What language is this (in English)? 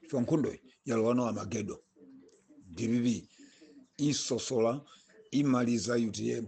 Nyanja